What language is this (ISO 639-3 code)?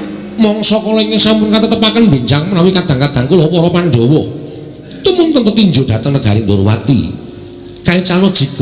jav